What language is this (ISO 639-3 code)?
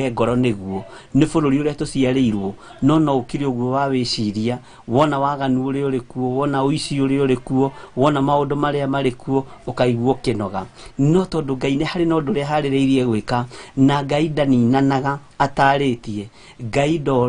kik